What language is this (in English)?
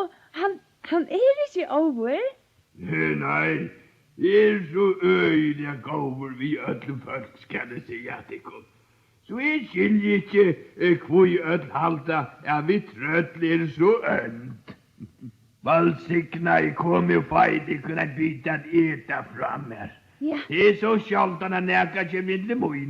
Faroese